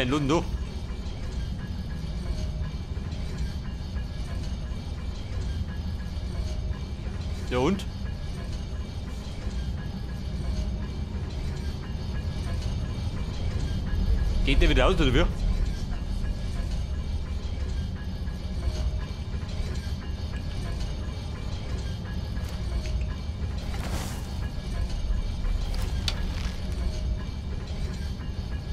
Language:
German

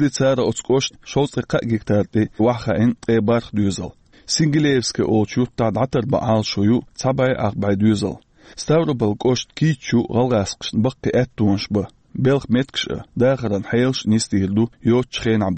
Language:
Chechen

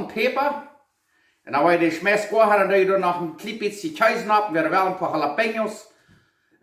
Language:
Plautdietsch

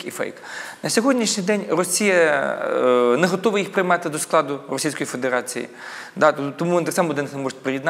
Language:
Ukrainian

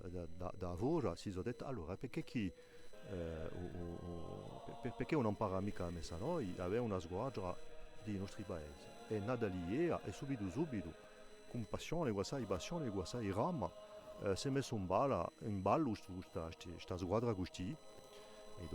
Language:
Corsican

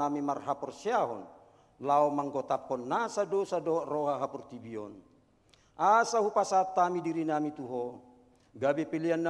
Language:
Batak Toba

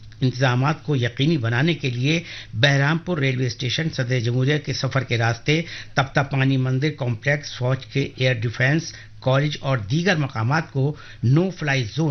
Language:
Urdu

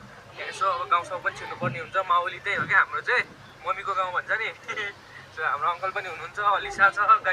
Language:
Nepali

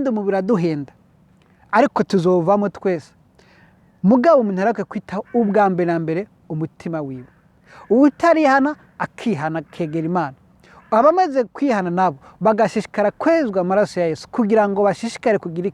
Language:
Rundi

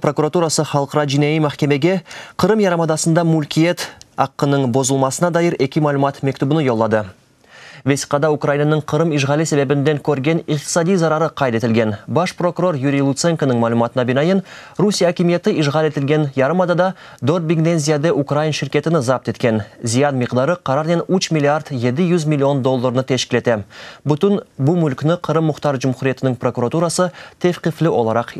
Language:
Crimean Tatar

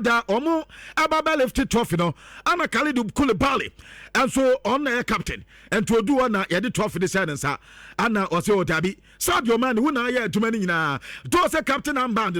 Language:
Akan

